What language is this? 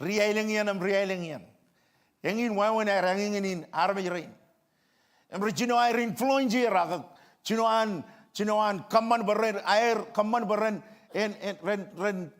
Marshallese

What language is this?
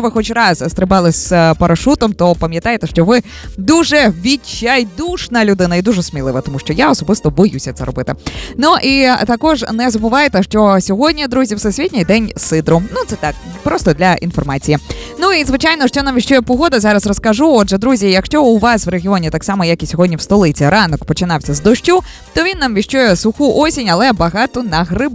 Ukrainian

